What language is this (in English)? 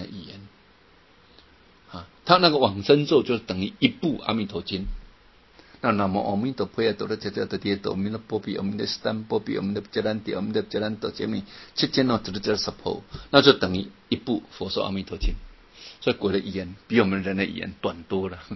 Chinese